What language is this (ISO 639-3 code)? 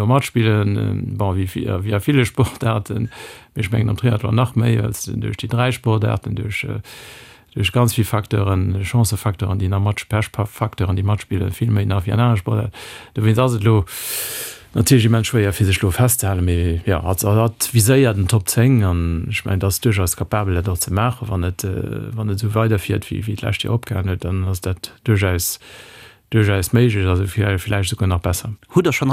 ltz